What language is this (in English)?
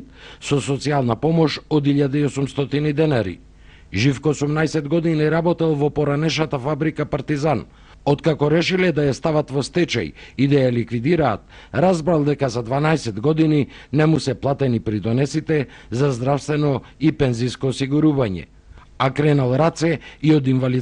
Macedonian